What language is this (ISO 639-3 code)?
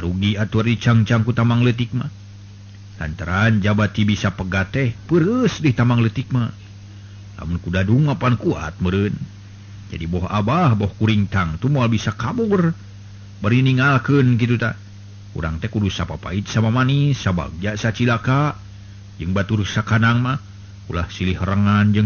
sun